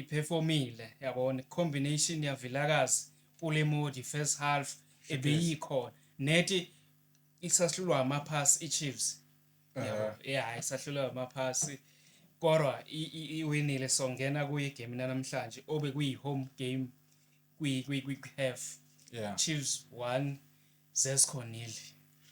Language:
Zulu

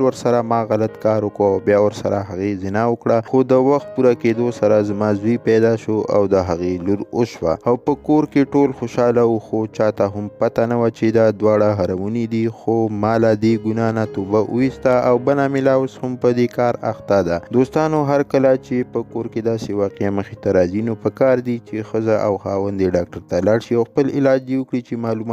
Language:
Pashto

